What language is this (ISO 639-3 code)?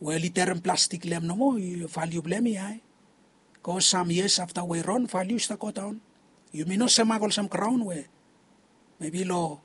bis